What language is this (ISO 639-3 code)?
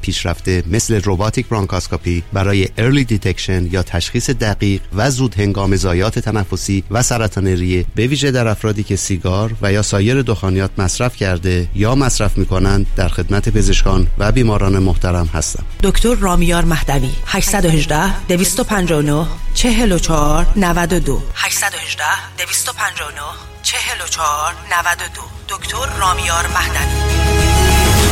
fas